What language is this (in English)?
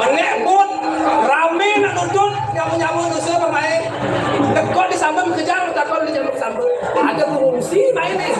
Balinese